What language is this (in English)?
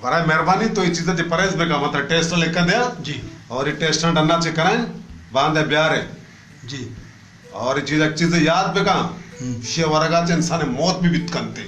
Baluchi